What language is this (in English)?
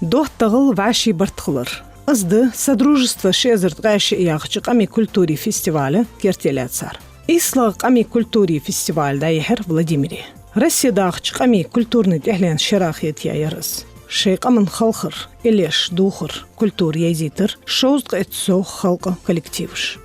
Ingush